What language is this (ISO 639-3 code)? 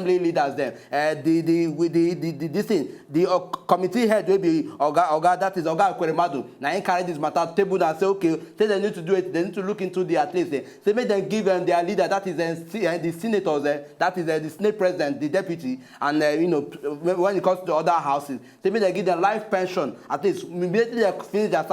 pcm